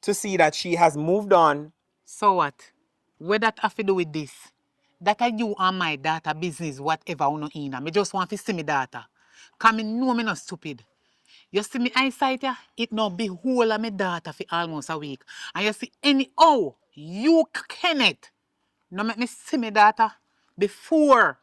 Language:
Jamaican Creole English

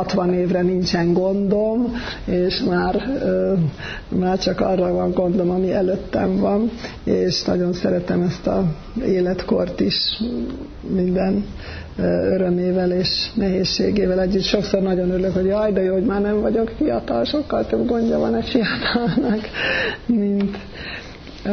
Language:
Hungarian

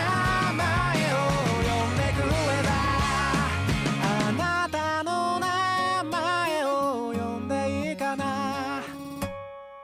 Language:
Japanese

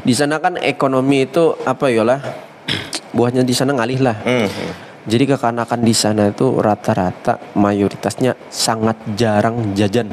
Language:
Banjar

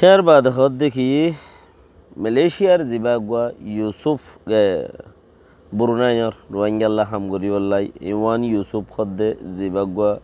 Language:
Rohingya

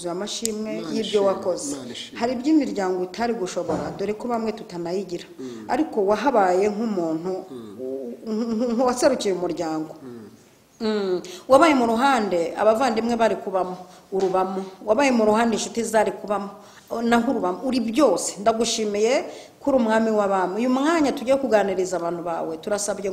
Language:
Kinyarwanda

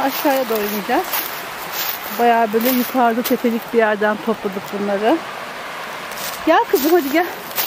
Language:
Turkish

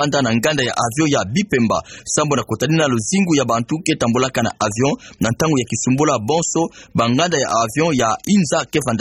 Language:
Kituba (Democratic Republic of Congo)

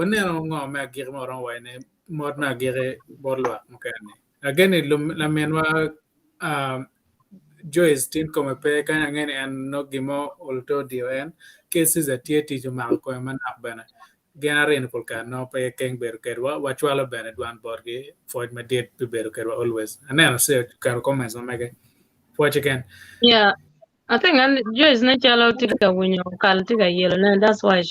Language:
Acoli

